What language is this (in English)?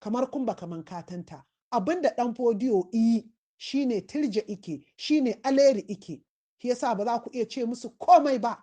Hausa